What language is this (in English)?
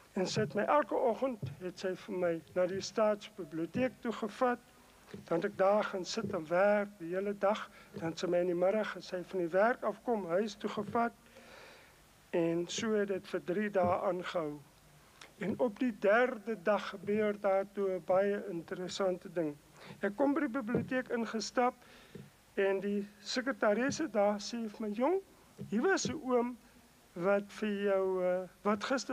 Afrikaans